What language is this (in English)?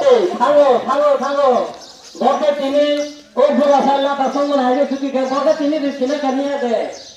Kok Borok